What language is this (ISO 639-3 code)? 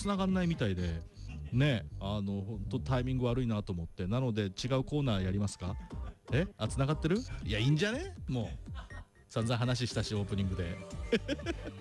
jpn